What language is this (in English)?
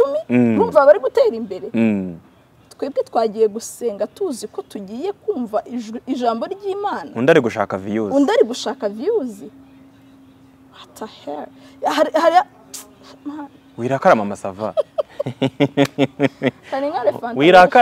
Kinyarwanda